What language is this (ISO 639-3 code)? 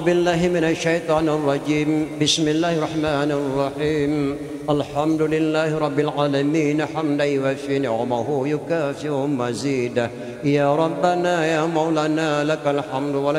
ace